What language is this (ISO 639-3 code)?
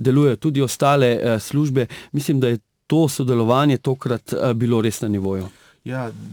slv